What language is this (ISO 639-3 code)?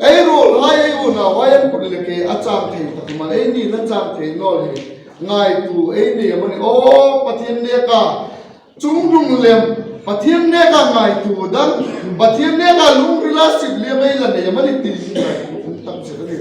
hmr